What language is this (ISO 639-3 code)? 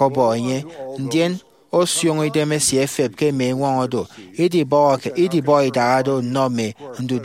efi